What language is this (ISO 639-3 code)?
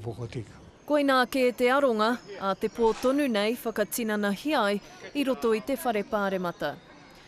mri